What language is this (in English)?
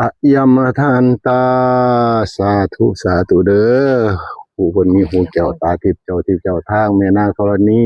Northeastern Thai